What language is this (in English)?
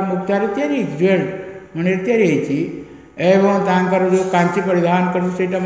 Odia